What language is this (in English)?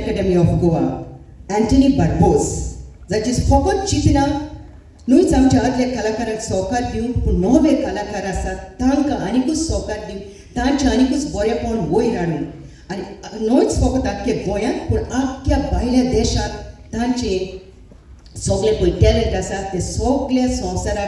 Konkani